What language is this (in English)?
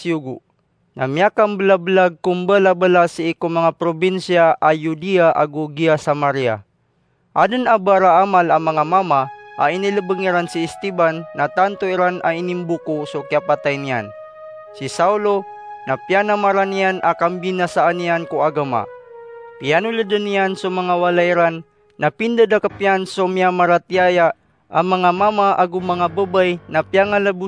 Maranao